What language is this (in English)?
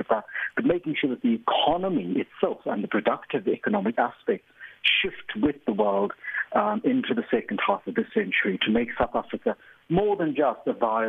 English